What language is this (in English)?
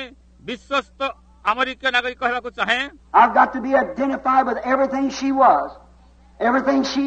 Odia